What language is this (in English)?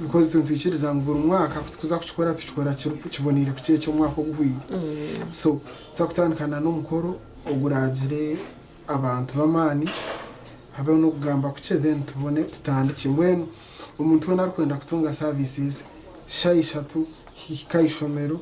Nyankole